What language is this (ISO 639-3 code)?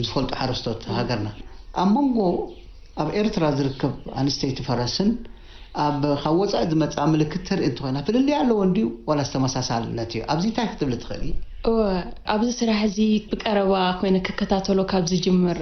tir